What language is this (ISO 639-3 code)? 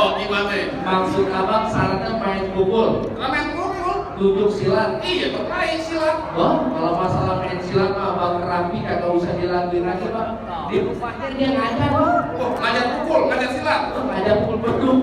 bew